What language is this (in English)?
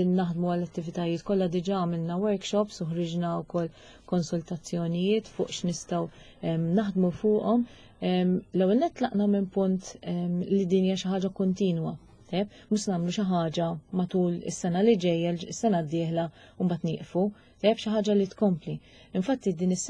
Maltese